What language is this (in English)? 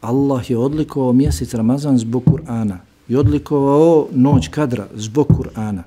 Bosnian